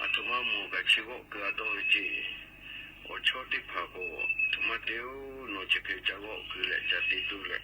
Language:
Lahu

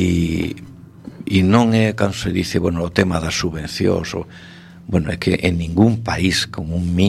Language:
Galician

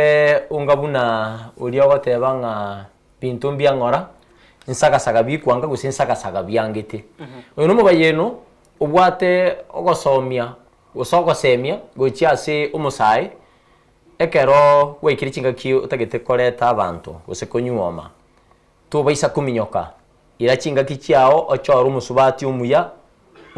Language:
Gusii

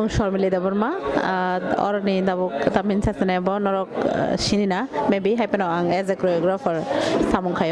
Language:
Kok Borok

